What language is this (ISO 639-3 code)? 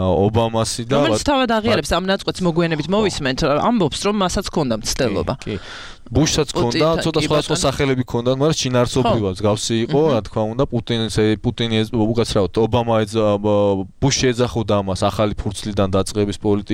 kat